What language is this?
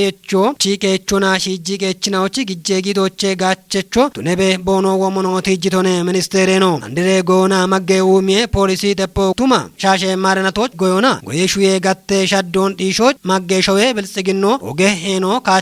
Kafa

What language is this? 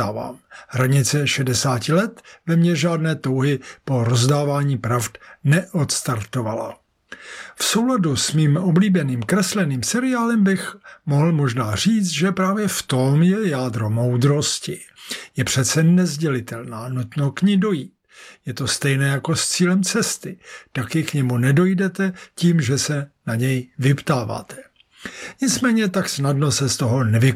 Czech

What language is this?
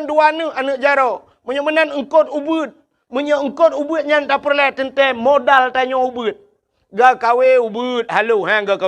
Achinese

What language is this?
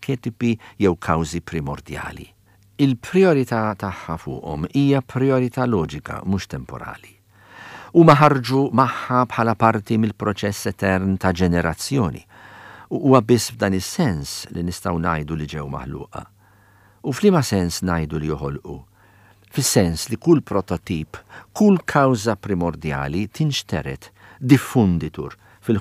Maltese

